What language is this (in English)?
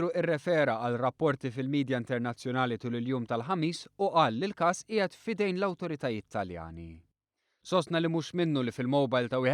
Maltese